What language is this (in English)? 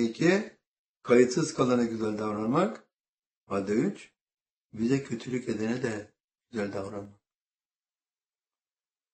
Turkish